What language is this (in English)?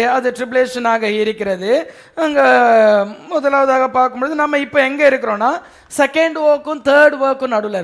Tamil